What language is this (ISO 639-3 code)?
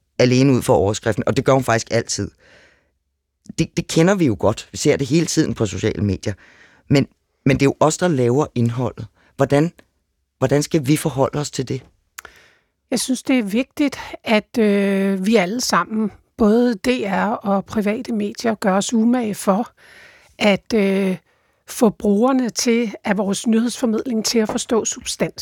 dan